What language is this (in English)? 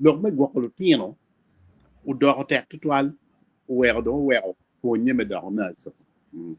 Acoli